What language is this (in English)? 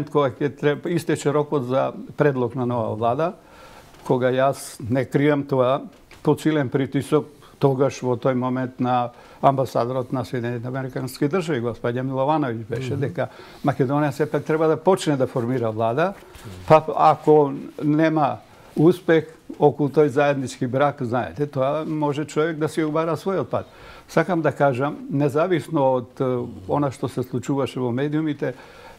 Macedonian